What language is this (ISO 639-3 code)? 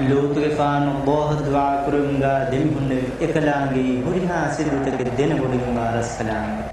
div